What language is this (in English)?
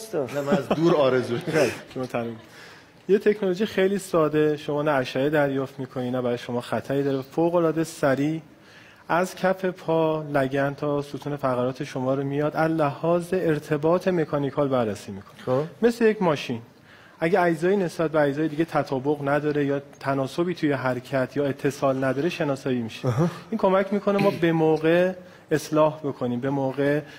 Persian